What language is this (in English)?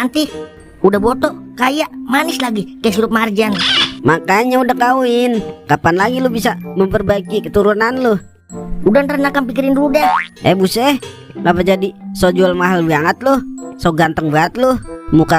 Betawi